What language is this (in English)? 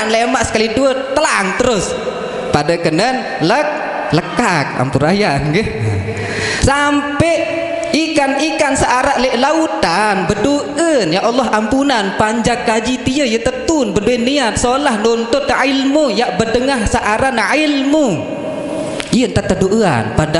Sasak